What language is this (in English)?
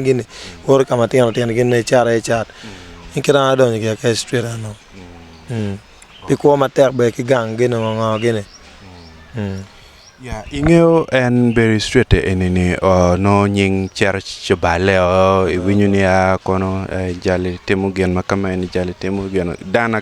Acoli